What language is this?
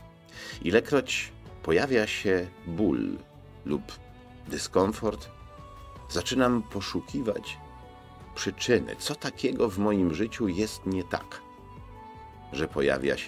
Polish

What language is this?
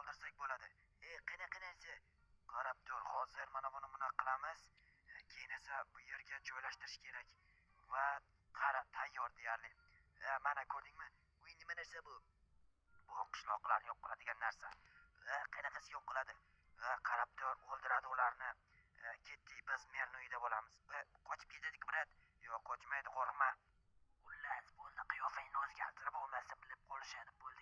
Uzbek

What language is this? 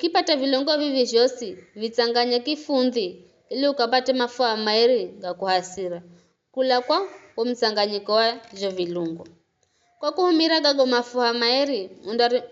Giryama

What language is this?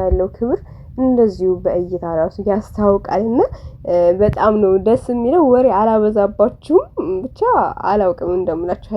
Amharic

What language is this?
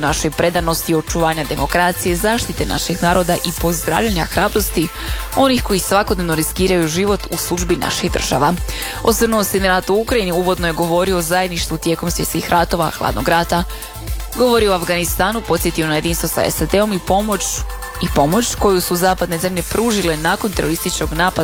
Croatian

